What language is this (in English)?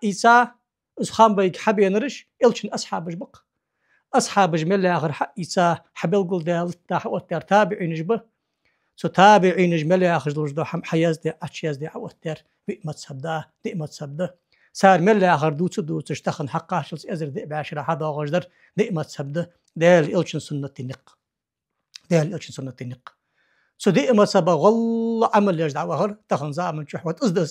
Ingush